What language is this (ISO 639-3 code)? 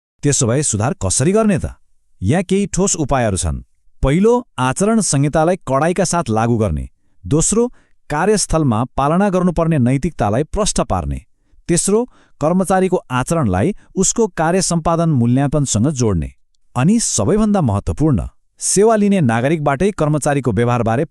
nep